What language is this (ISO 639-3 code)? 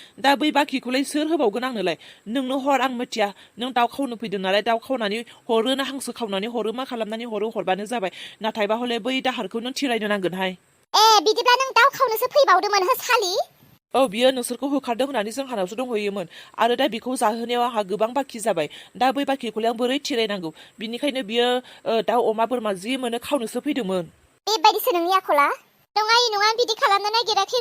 brx